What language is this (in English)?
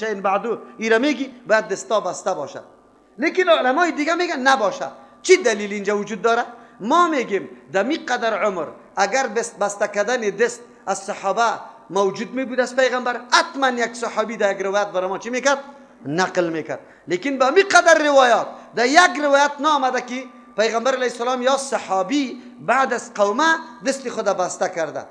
Persian